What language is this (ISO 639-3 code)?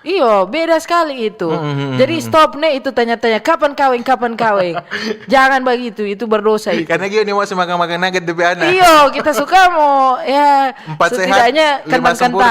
xmm